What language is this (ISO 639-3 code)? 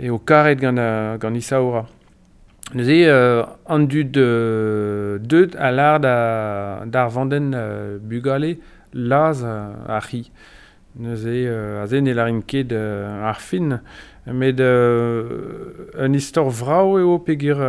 bre